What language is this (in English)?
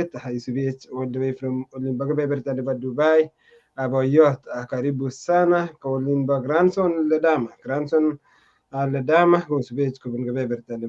Kalenjin